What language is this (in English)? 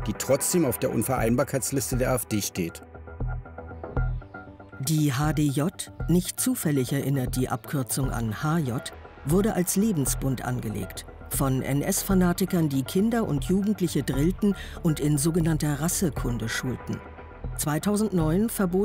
German